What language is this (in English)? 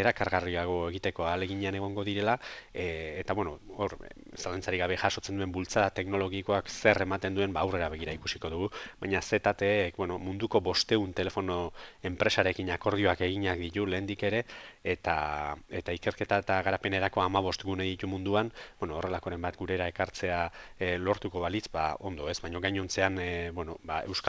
Basque